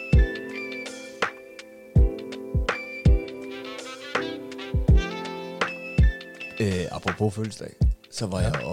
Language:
Danish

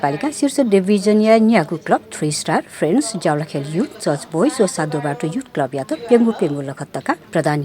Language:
Newari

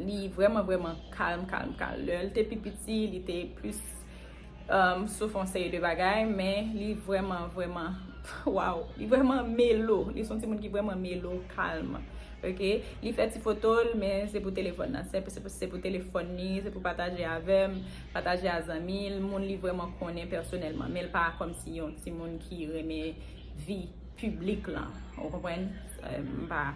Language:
Haitian Creole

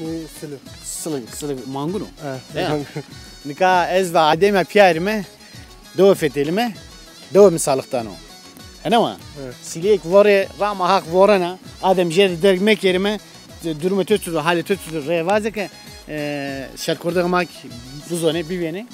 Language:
Zaza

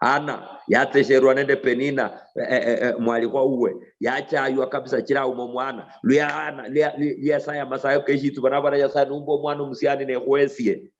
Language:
Luyia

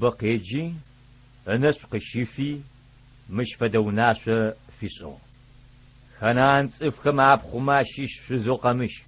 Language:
Adyghe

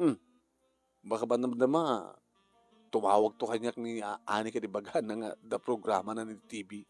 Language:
Iloko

